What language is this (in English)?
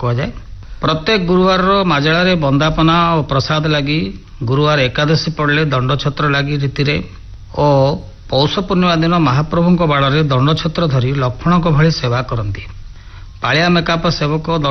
Odia